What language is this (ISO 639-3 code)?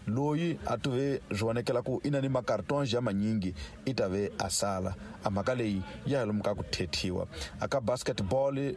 tso